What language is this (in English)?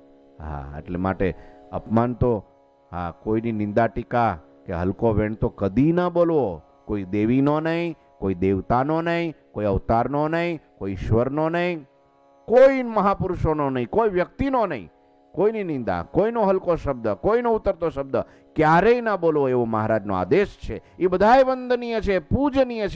Gujarati